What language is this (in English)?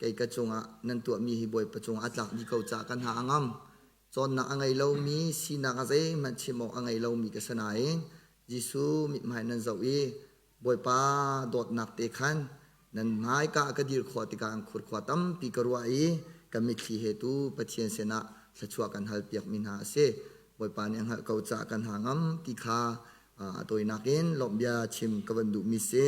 Hakha Chin